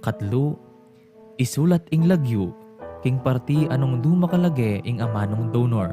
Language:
Pampanga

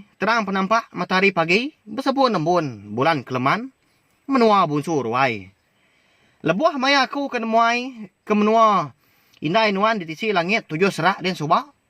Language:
Iban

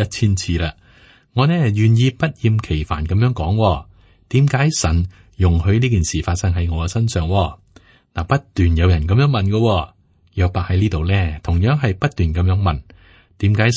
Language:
Cantonese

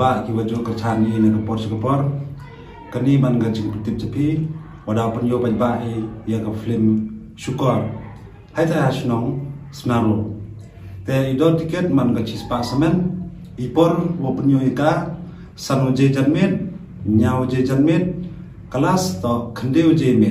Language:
Khasi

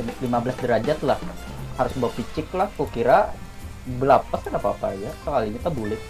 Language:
Banjar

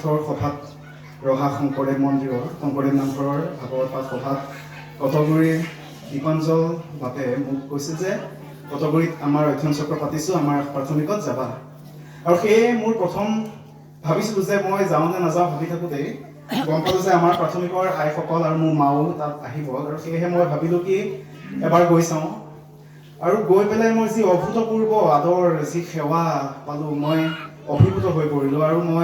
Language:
Assamese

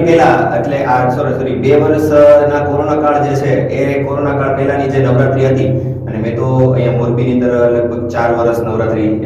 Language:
Gujarati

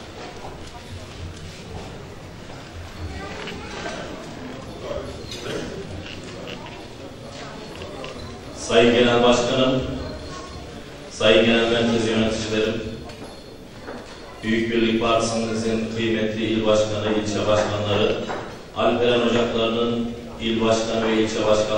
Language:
Turkish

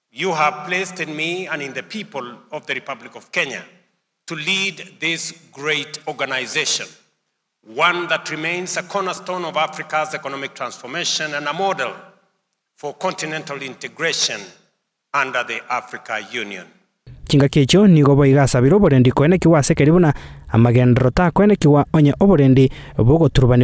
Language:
Gusii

